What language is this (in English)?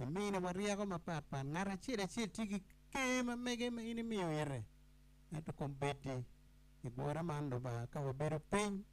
Acoli